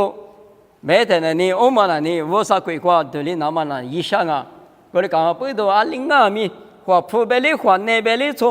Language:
Lisu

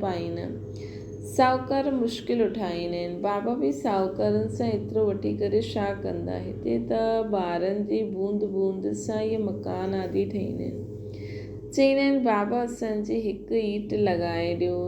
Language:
Sindhi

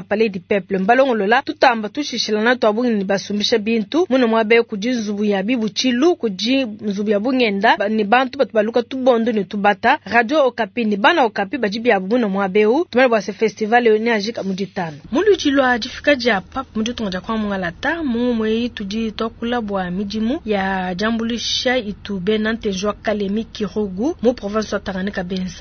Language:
Luba-Lulua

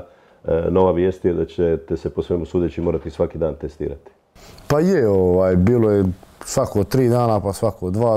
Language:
Croatian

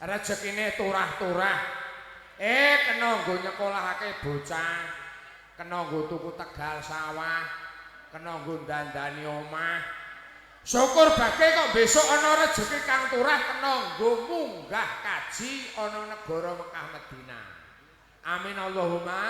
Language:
Javanese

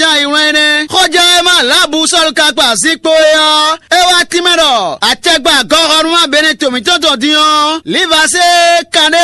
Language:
Fon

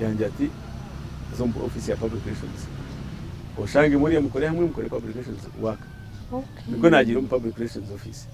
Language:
Nyankole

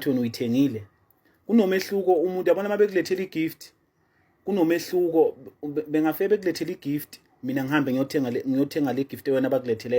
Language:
Zulu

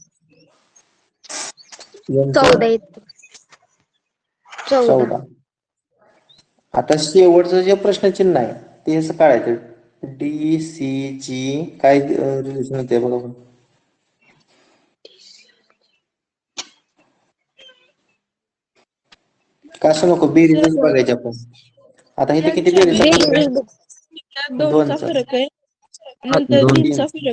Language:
Marathi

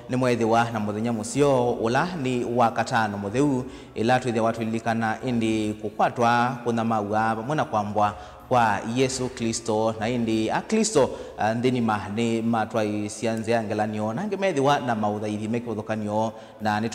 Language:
Kamba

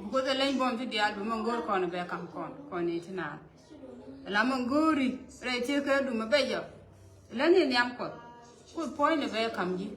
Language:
Nuer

